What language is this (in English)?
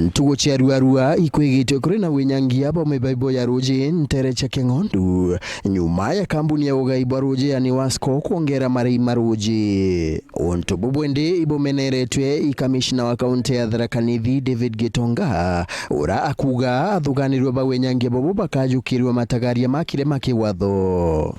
Meru